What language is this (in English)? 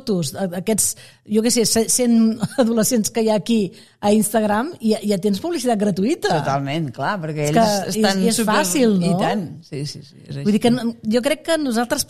Catalan